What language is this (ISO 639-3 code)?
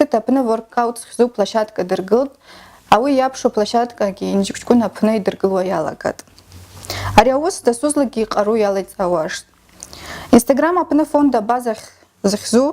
abk